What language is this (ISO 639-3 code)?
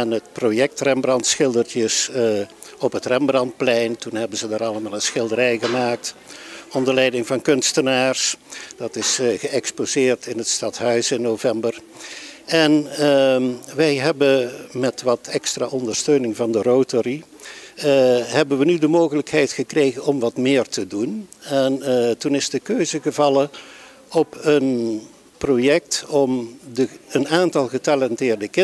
nld